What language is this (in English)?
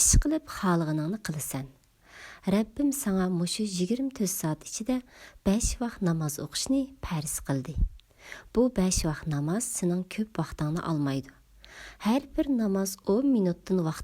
Uyghur